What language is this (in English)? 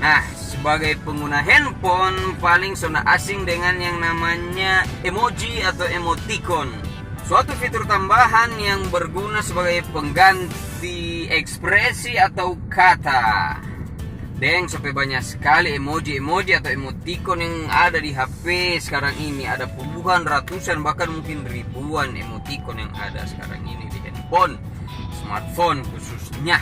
Manado Malay